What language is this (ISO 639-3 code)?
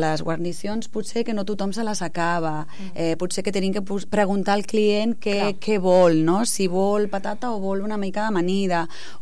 cat